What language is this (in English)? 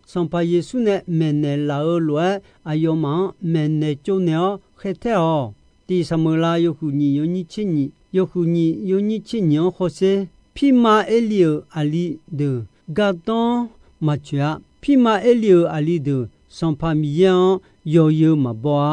Akha